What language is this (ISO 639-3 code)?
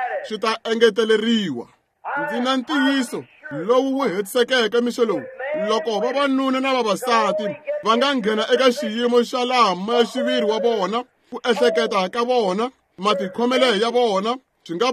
tso